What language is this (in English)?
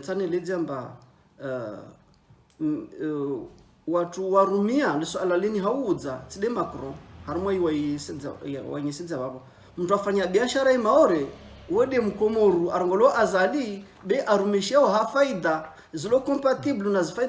Ngazidja Comorian